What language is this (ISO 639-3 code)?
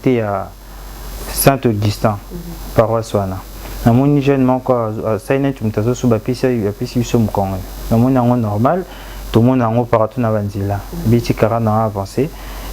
lin